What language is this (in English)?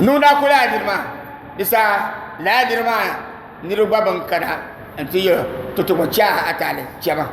Dagbani